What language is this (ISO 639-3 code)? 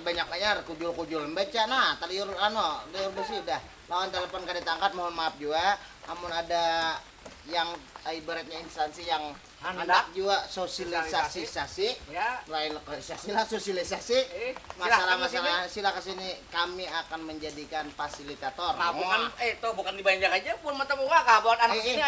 bjn